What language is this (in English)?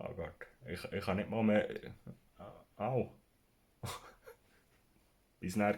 Swiss German